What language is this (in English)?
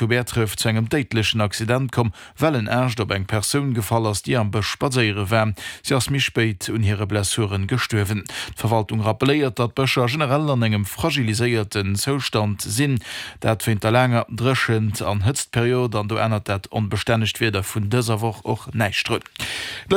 Luxembourgish